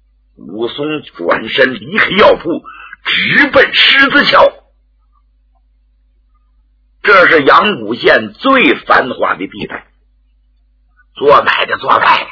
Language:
Chinese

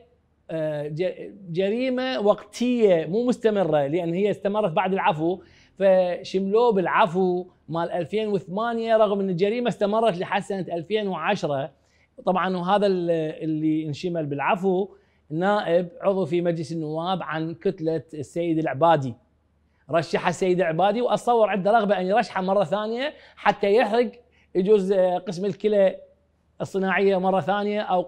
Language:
Mesopotamian Arabic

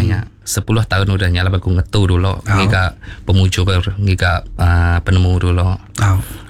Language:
Iban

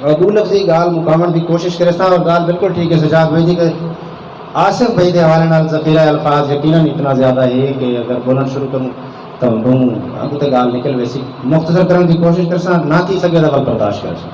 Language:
Saraiki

